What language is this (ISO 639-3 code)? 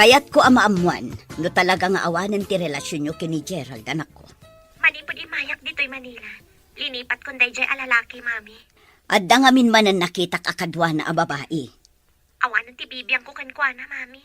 ilo